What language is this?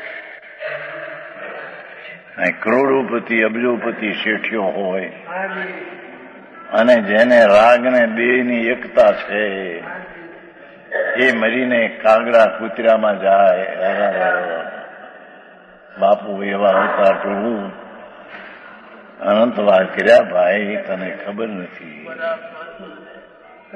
Gujarati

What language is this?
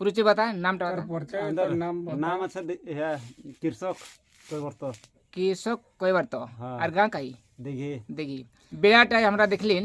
Santali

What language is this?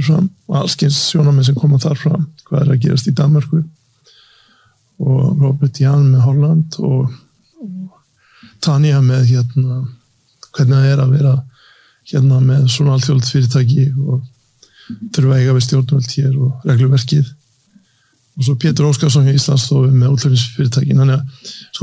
Icelandic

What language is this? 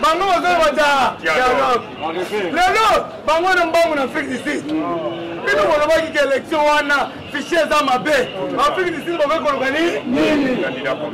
Lingala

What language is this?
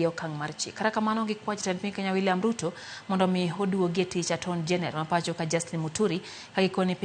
Luo (Kenya and Tanzania)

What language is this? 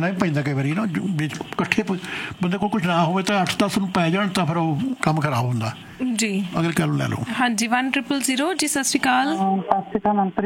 Punjabi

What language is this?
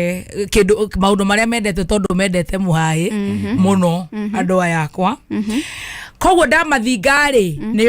Kikuyu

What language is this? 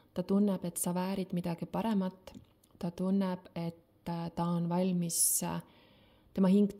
Estonian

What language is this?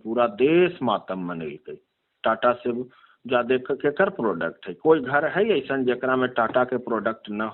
Magahi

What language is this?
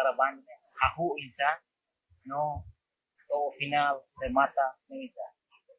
Tetum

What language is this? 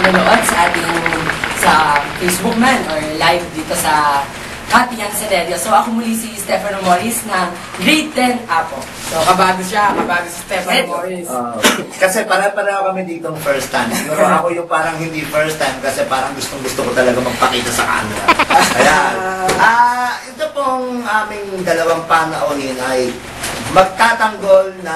Filipino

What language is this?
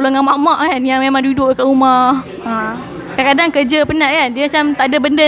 Malay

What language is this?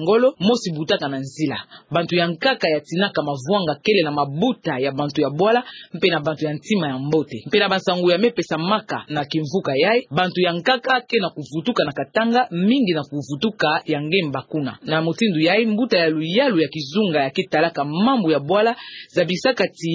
Kituba (Democratic Republic of Congo)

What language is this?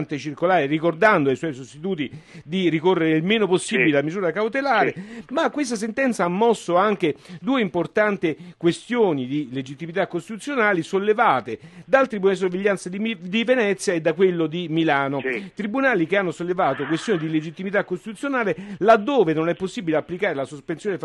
Italian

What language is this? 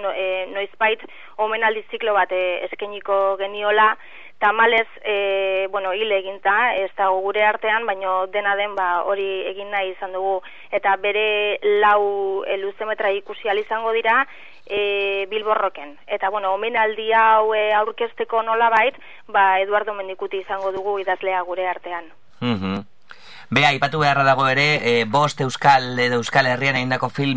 Basque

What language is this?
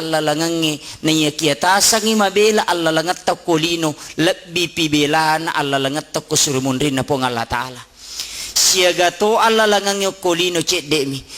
Buginese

